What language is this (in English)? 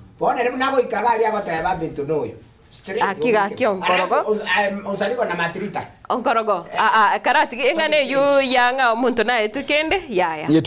Gusii